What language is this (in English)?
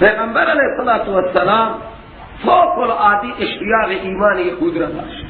Persian